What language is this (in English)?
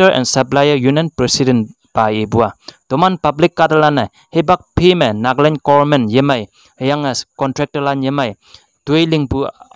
Konyak Naga